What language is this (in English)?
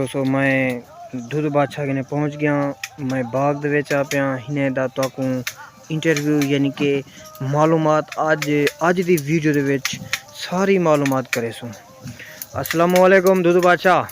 Saraiki